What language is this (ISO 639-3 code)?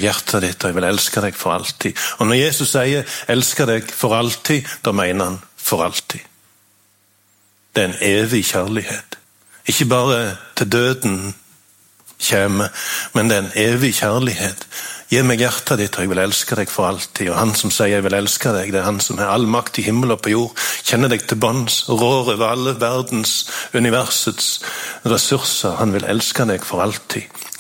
nor